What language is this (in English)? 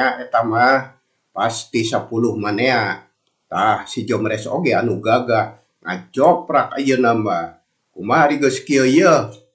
Sundanese